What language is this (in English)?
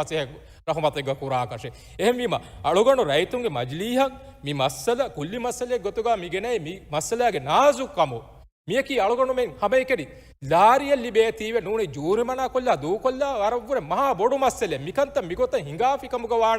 Divehi